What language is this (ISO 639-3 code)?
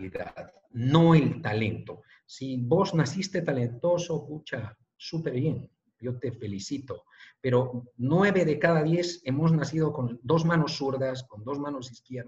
spa